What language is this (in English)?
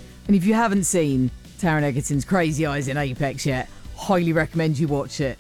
English